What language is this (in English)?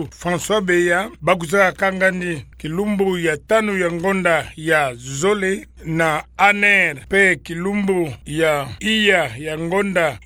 Kituba (Democratic Republic of Congo)